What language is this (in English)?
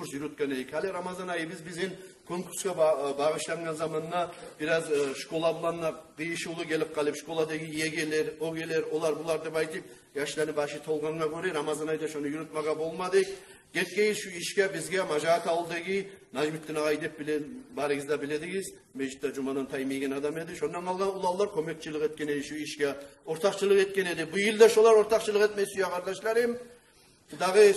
Kumyk